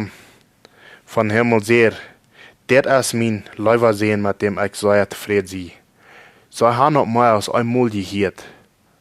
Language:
Plautdietsch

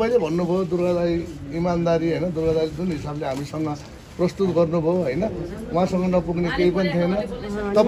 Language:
Nepali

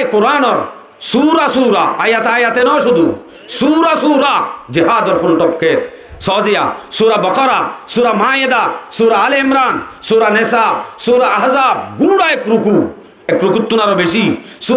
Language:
Rohingya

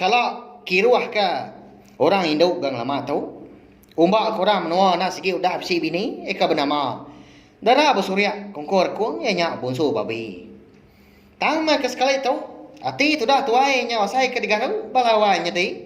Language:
Iban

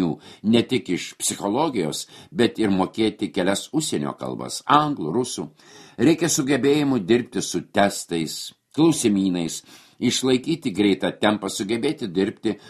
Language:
Lithuanian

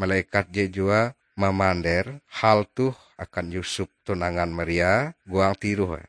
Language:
Ngaju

